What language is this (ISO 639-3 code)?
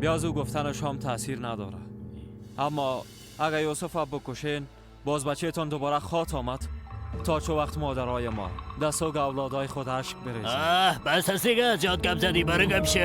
fas